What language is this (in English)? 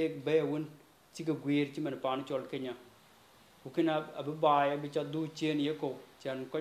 Dinka